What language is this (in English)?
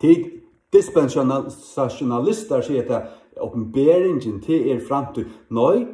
Faroese